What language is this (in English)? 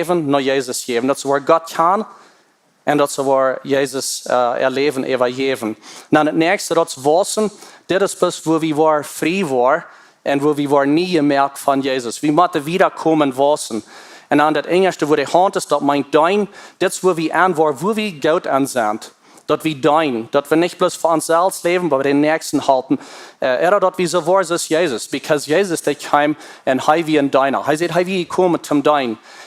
Plautdietsch